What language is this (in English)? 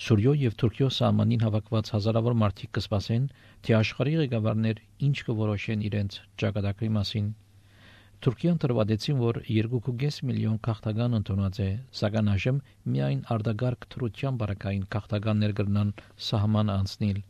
Armenian